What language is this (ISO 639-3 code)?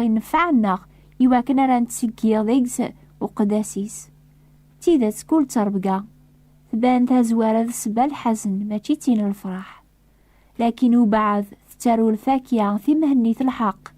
kab